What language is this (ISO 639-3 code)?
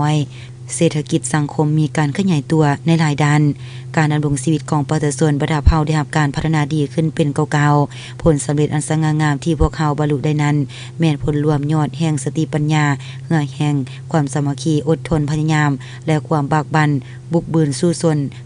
lao